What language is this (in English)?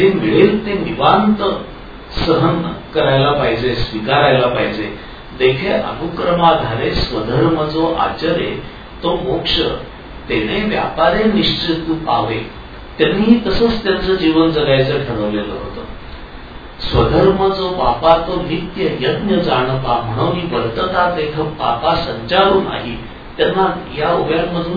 Marathi